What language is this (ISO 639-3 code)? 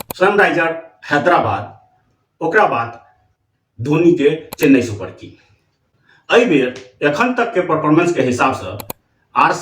mai